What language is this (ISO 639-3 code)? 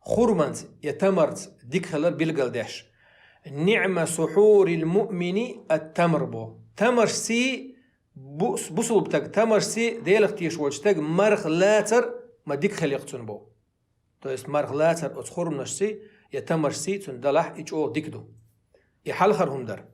che